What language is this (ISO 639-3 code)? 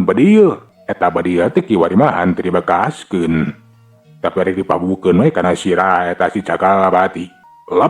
sun